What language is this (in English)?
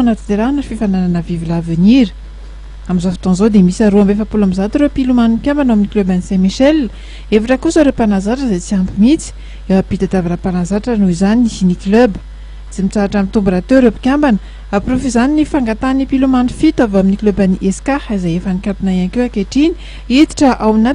Malagasy